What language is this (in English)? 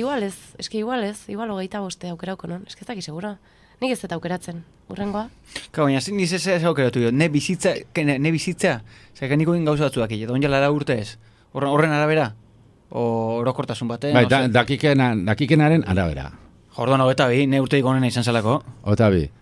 Basque